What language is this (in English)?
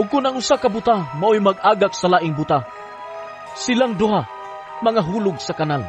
Cebuano